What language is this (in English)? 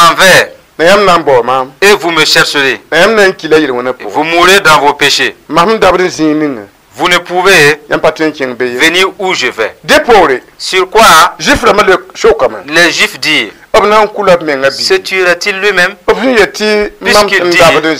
Mossi